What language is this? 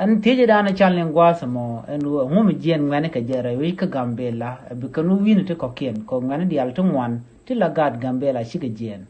Nuer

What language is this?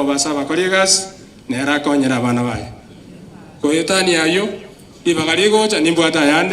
Gusii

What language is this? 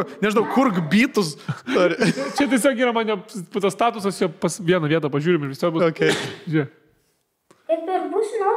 Lithuanian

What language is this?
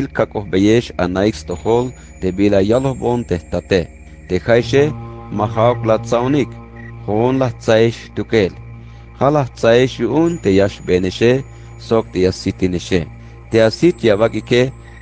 Tzeltal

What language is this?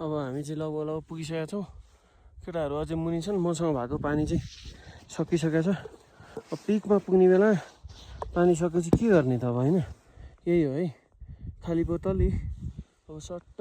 Nepali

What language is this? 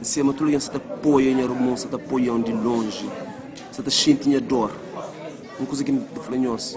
Kabuverdianu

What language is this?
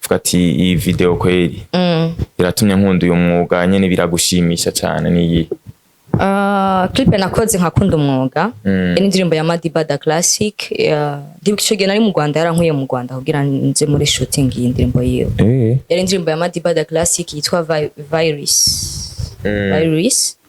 Rundi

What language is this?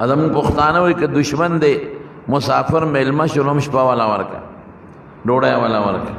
Pashto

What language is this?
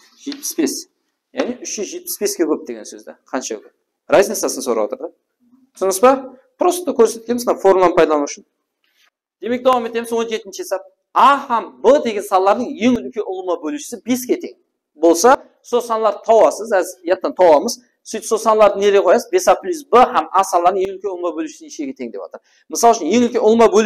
Kara-Kalpak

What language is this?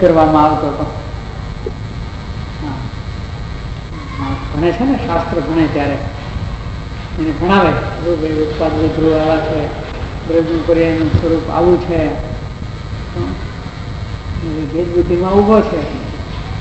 Gujarati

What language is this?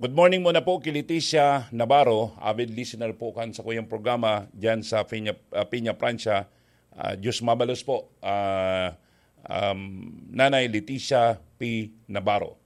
Bikol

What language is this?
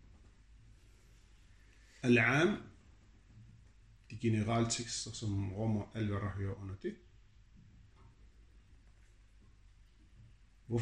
Danish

